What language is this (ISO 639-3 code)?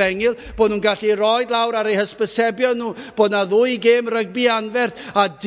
cym